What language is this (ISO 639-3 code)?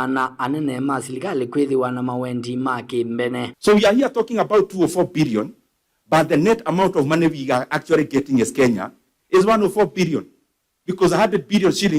kam